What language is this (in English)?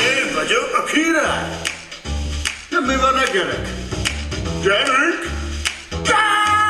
Hungarian